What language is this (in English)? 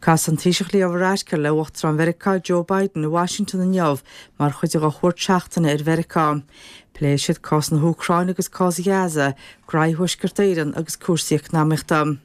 Irish